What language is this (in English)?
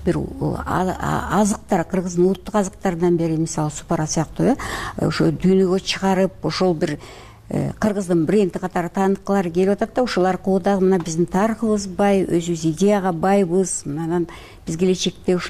Kyrgyz